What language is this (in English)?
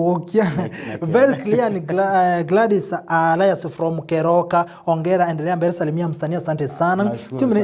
Gusii